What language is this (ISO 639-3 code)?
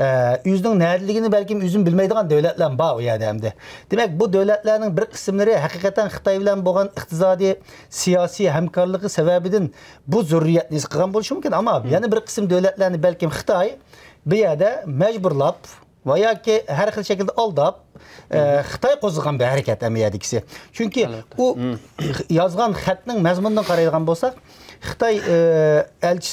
uig